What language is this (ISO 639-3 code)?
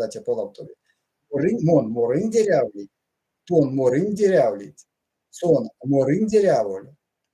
myv